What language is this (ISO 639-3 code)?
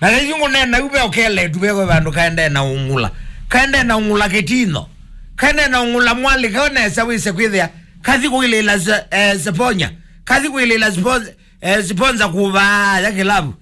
kam